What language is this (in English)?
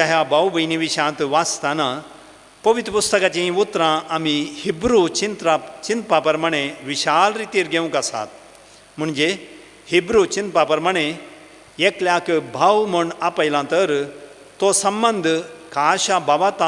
Konkani